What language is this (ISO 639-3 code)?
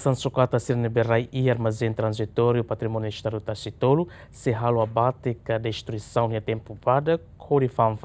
tet